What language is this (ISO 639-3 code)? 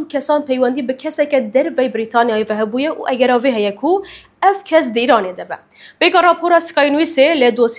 kur